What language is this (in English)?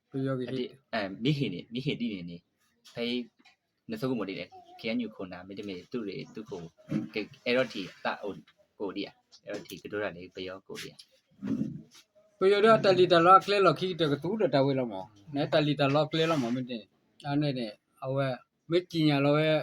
S'gaw Karen